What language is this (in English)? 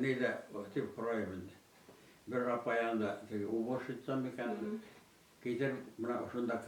Bashkir